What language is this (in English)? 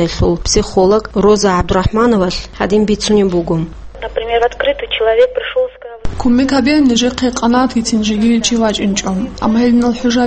Avaric